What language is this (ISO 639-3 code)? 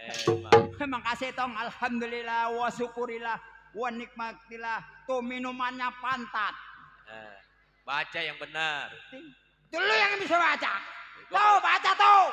bew